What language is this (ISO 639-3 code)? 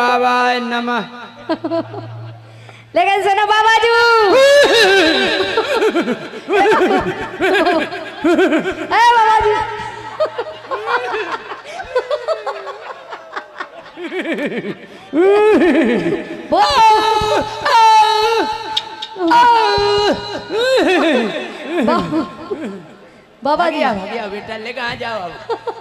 bns